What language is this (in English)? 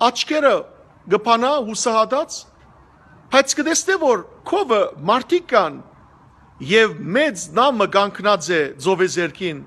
Western Armenian